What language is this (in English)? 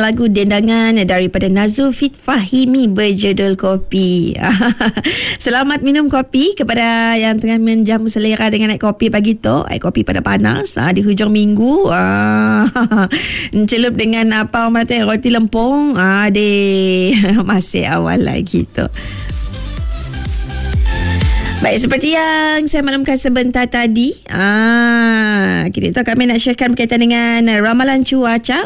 Malay